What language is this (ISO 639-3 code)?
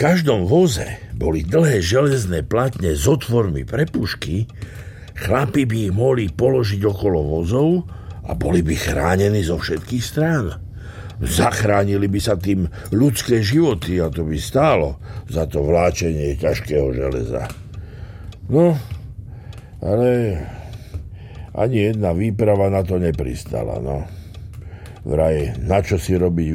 slk